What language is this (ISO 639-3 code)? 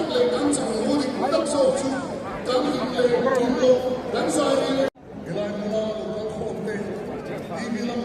lus